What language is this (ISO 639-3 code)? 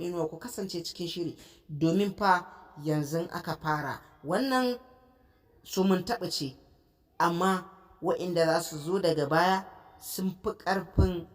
hau